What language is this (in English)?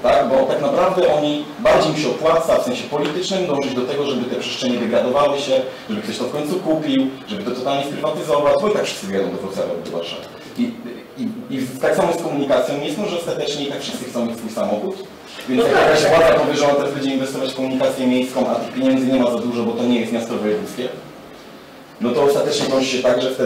Polish